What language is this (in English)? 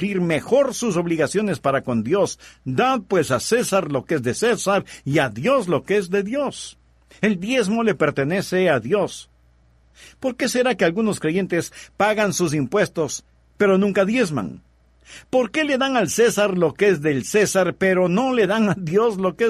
Spanish